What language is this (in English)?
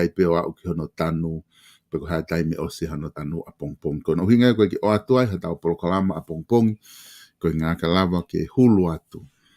Tongan